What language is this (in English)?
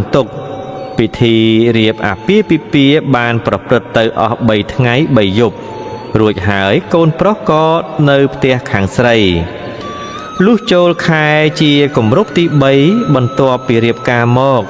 Khmer